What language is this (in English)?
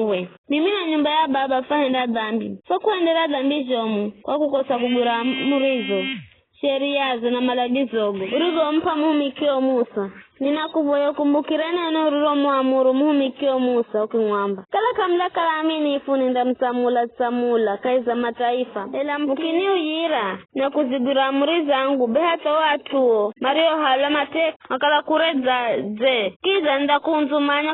Giryama